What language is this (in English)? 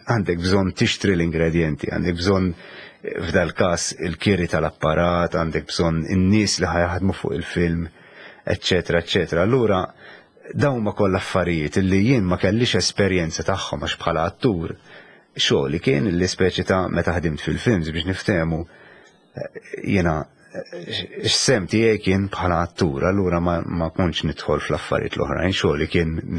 Maltese